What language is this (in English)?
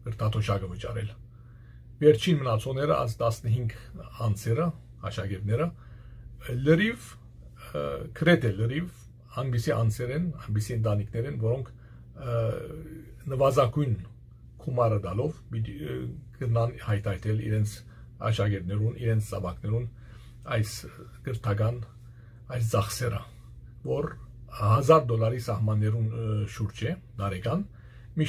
Western Armenian